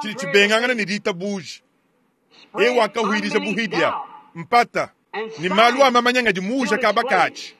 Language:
Luba-Lulua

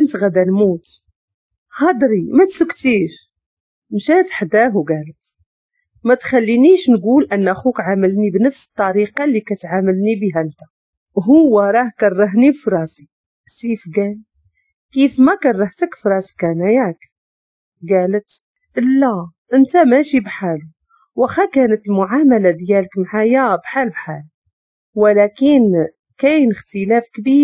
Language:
Moroccan Arabic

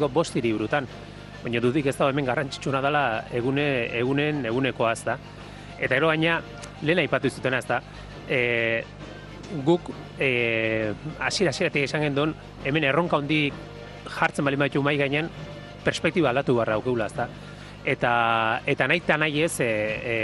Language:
Basque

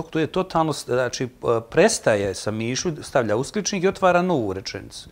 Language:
Bosnian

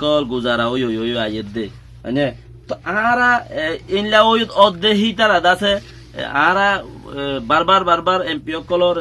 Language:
Rohingya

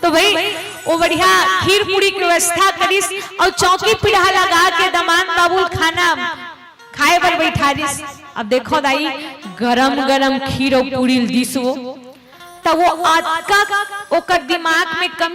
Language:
Chhattisgarhi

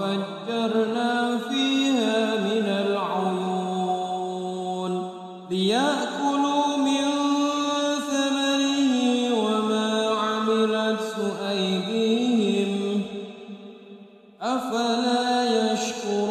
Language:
Arabic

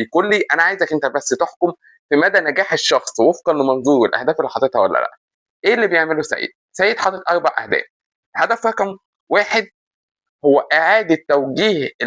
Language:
Egyptian Arabic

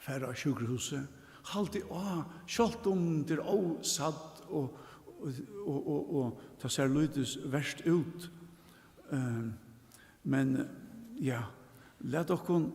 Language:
Faroese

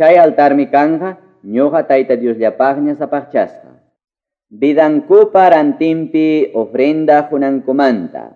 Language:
Quechua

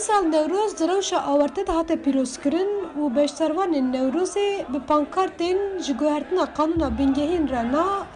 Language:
Kurdish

